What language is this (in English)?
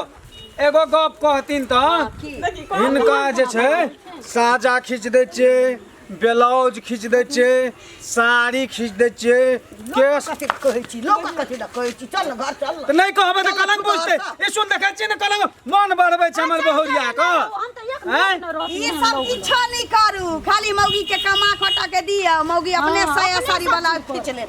Maithili